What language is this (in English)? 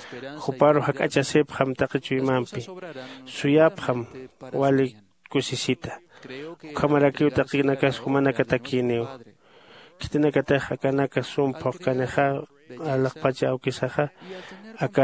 Aymara